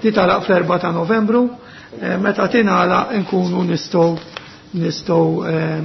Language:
Maltese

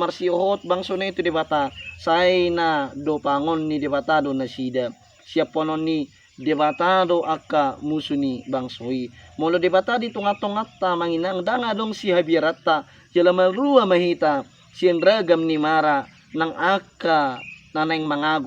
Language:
Batak Toba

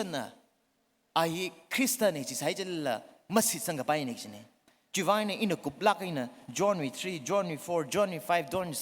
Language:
Tangkhul Naga (India)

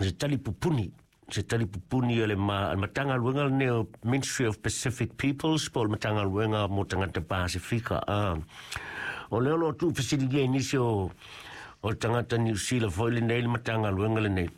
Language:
Samoan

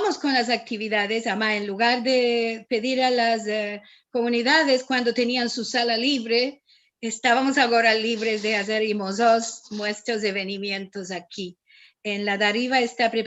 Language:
Ladino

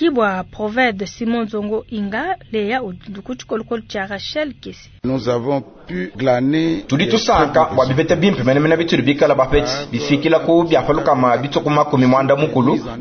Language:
Luba-Lulua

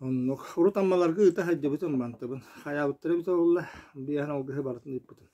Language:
Yakut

